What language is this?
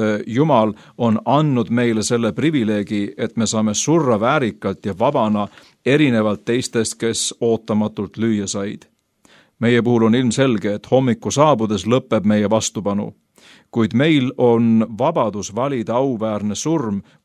Estonian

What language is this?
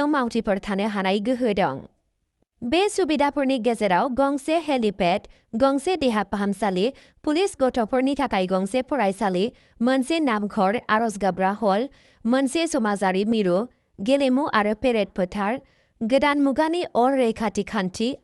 Bodo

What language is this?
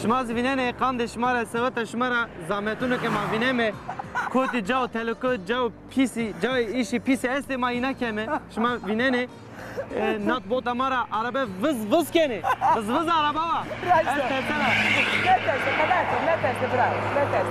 Zaza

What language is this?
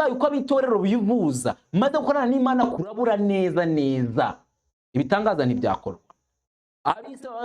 Kinyarwanda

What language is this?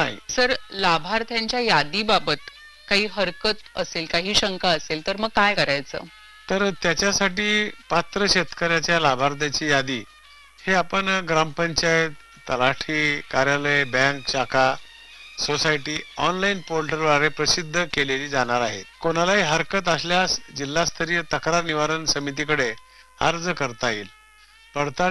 Marathi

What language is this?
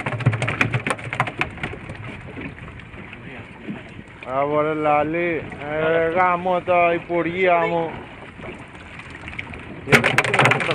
Greek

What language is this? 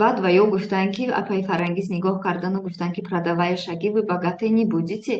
Tajik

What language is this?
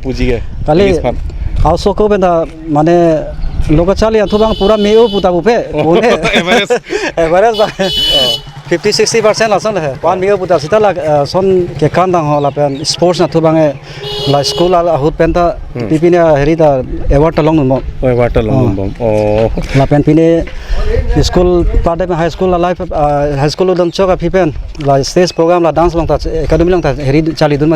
Karbi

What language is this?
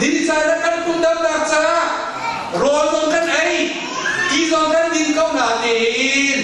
Hakha Chin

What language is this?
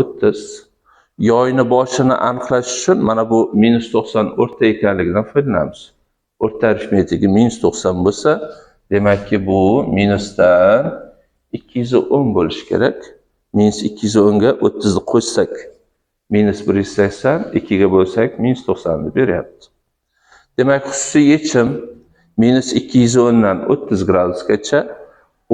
Uzbek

